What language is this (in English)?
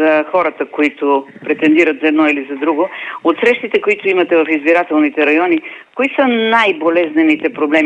Bulgarian